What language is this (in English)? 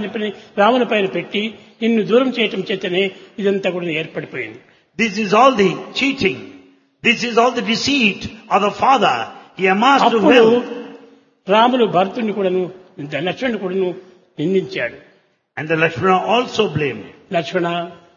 Telugu